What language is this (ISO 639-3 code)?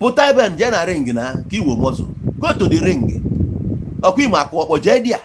ibo